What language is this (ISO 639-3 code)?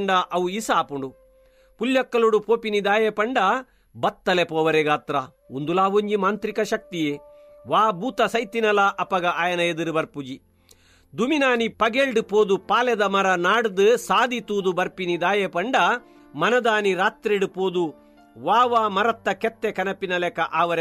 tcy